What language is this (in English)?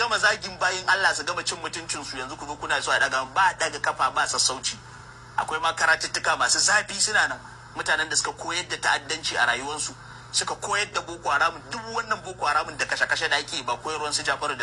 Hausa